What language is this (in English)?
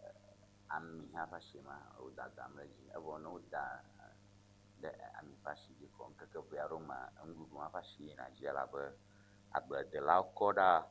Ewe